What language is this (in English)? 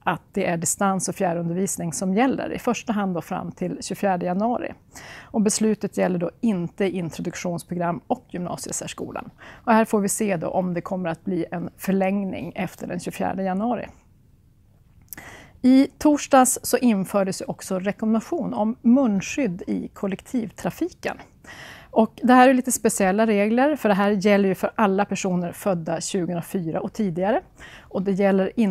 Swedish